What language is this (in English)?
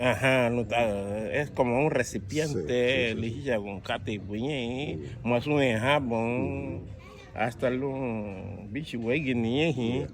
Garifuna